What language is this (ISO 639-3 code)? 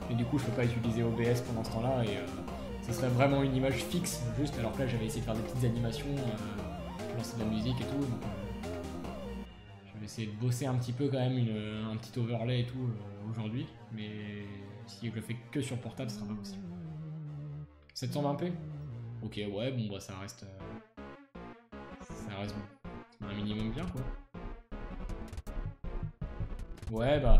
fra